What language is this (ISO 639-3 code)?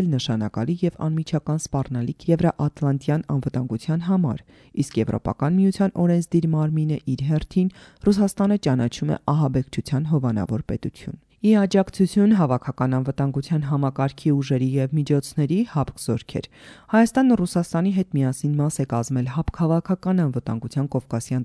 hye